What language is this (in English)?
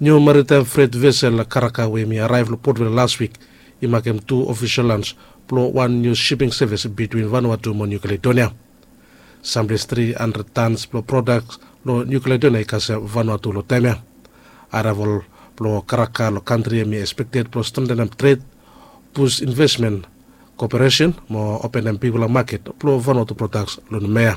Bislama